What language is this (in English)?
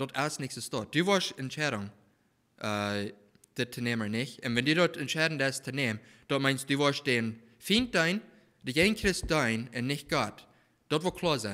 Plautdietsch